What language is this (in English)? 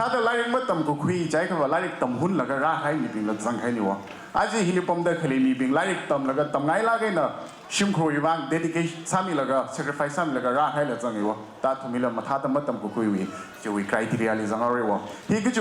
Tangkhul Naga (India)